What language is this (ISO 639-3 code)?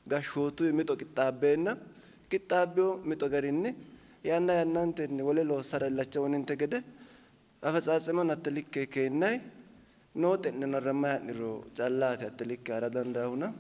sid